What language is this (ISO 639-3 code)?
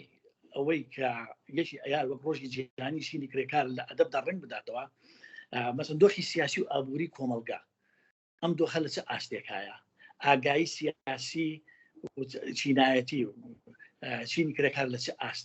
ckb